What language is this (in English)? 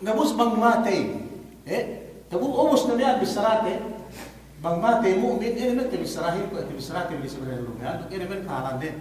Yakan